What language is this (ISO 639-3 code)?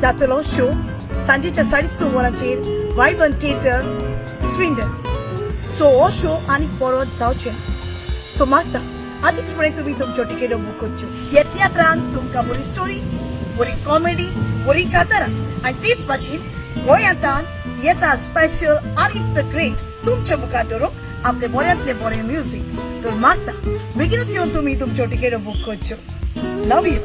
kok